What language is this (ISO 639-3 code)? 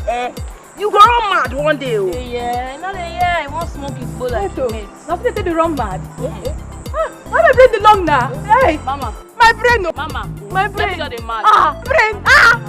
pcm